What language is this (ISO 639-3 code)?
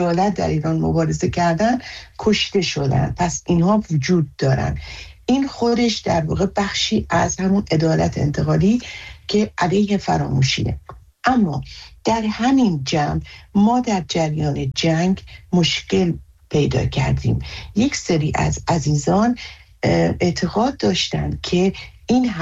fas